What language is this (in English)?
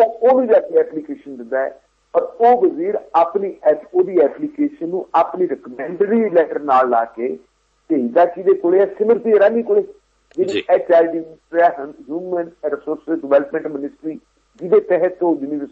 Punjabi